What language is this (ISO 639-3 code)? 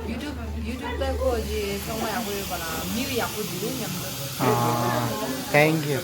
bod